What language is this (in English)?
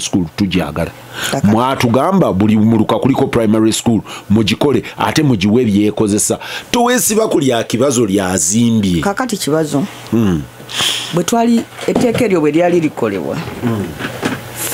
Ganda